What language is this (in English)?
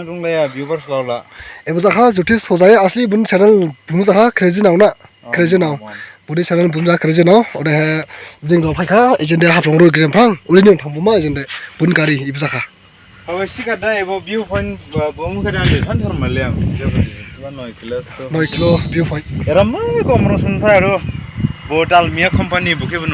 Dimasa